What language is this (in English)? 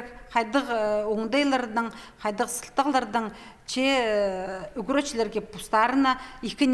Khakas